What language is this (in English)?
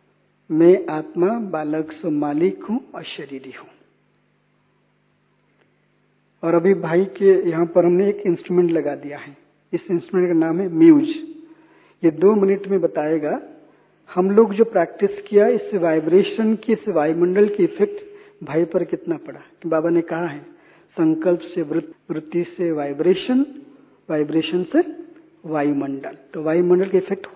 Hindi